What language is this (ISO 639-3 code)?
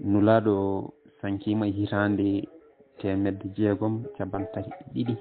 ful